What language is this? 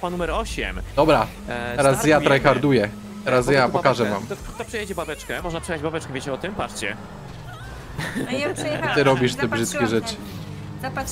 Polish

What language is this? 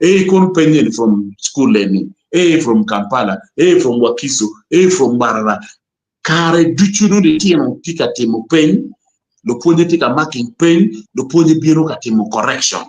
Acoli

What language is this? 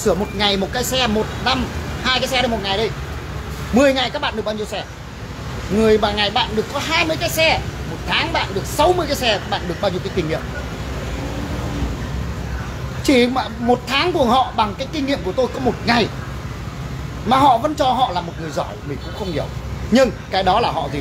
Vietnamese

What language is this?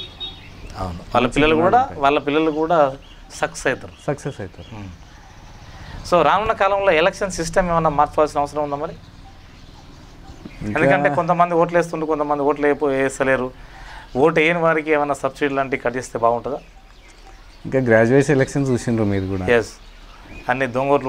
Telugu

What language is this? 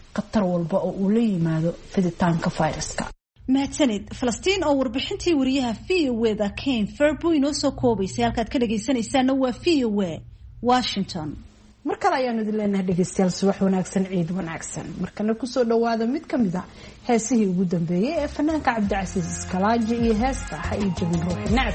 Somali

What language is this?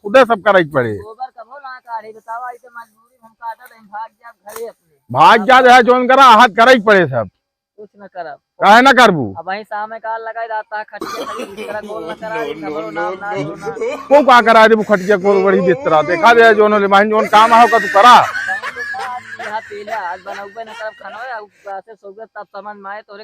Awadhi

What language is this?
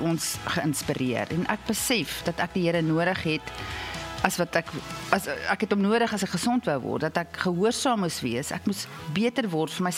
Afrikaans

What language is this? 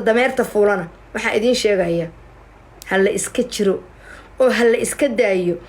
Somali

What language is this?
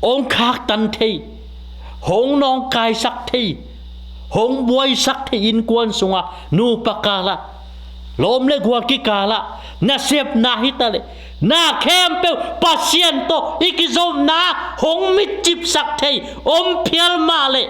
Tedim Chin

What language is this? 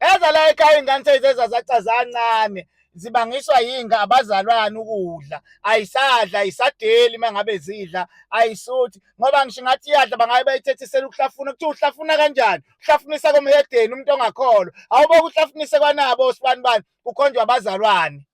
Zulu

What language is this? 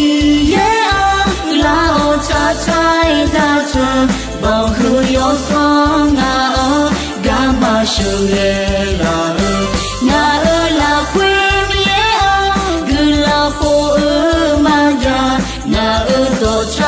Akha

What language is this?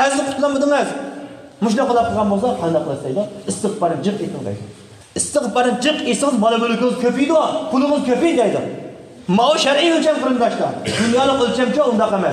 Uyghur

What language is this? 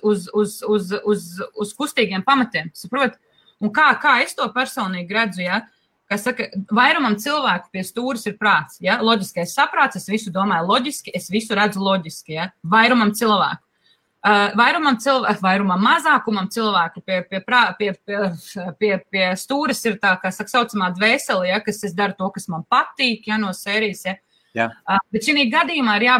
Latvian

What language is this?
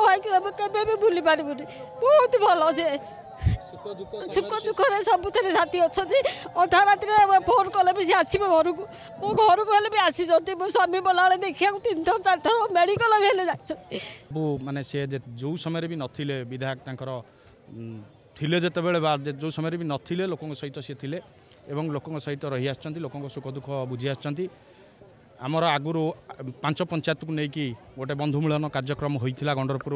Odia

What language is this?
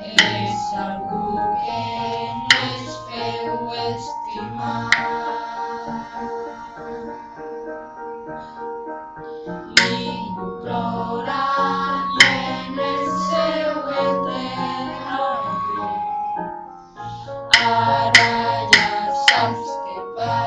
Catalan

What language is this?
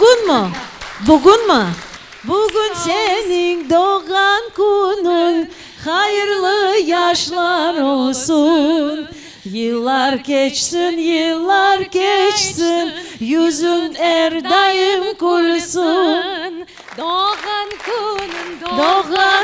Crimean Tatar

